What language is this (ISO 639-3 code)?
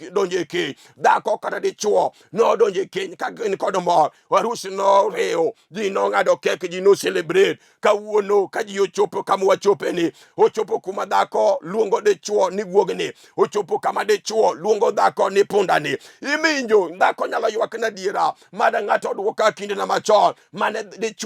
luo